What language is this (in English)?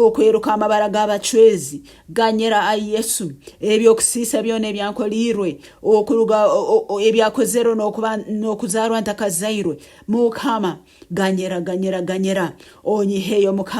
Nyankole